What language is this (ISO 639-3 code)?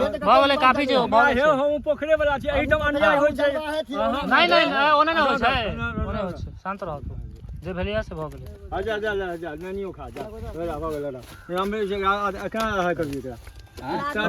mai